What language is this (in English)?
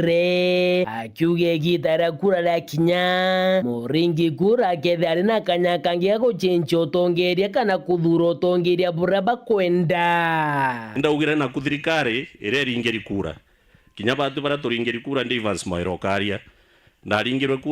Meru